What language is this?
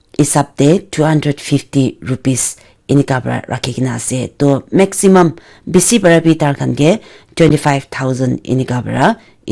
Naga Pidgin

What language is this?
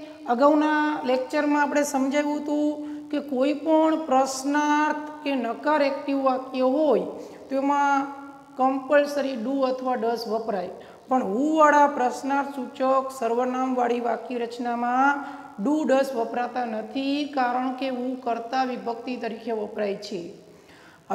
Gujarati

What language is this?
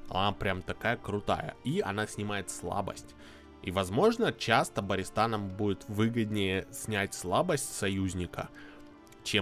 Russian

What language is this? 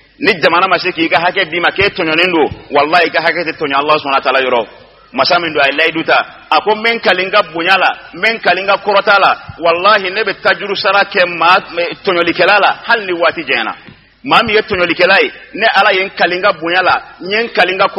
Bambara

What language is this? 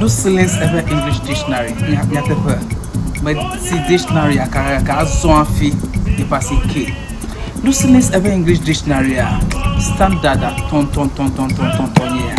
Ewe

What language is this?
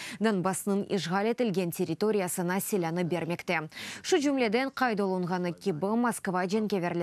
Crimean Tatar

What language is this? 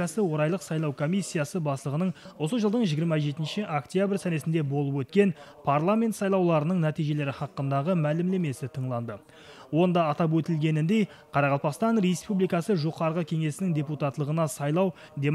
Kara-Kalpak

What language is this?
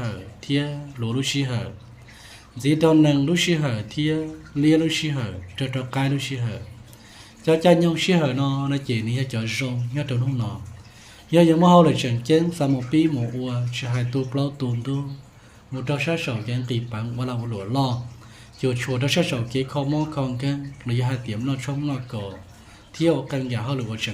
Hmong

